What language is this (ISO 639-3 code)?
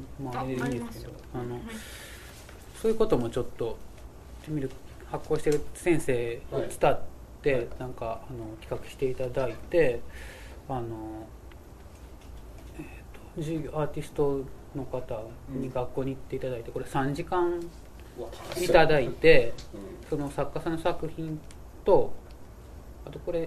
jpn